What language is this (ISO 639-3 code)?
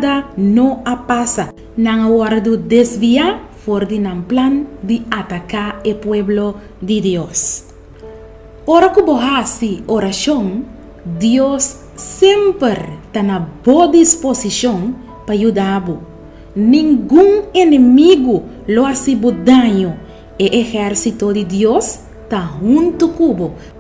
pap